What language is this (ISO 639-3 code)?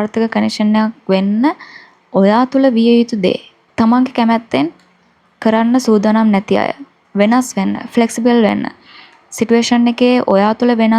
sin